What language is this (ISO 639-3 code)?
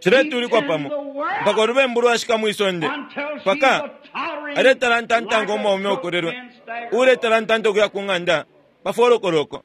bem